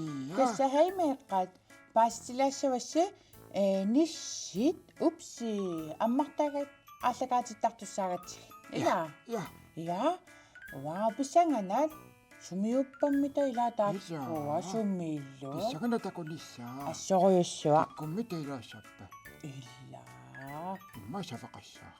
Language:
Kalaallisut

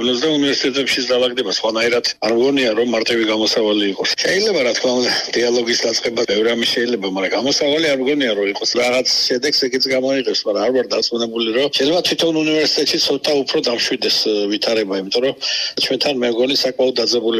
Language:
Georgian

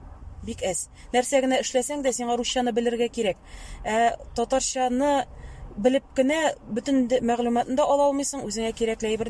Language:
Tatar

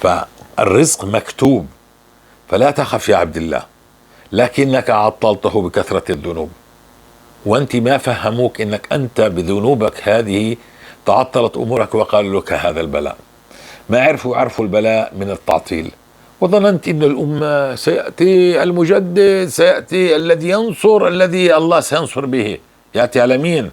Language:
North Levantine Arabic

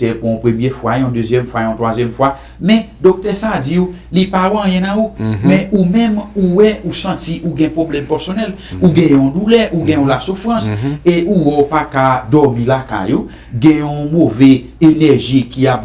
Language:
Haitian Creole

